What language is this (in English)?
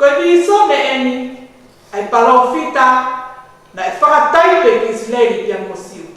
Tongan